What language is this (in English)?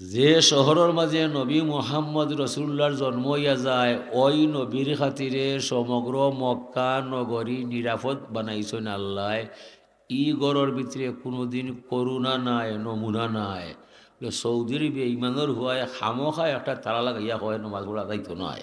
Sylheti